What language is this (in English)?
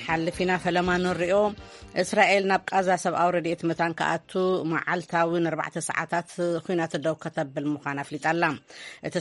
Tigrinya